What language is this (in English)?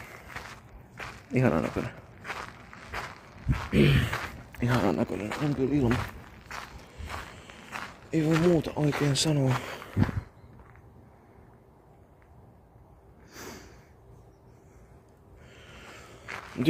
Finnish